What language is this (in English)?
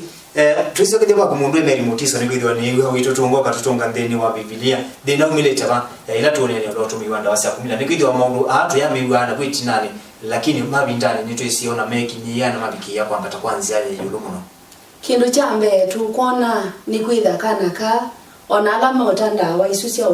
Kamba